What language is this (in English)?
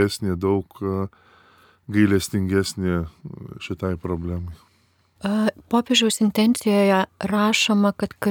Lithuanian